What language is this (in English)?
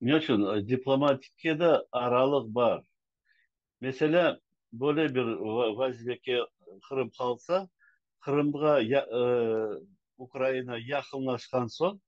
Crimean Tatar